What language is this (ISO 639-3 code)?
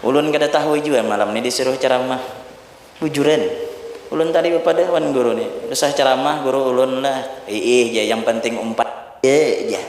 bjn